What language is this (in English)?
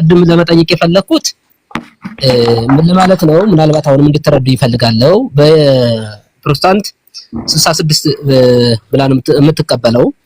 Amharic